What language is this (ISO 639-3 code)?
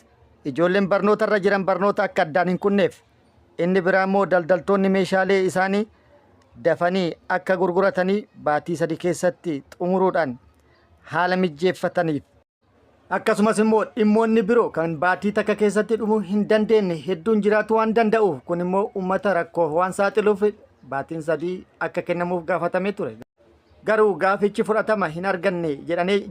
orm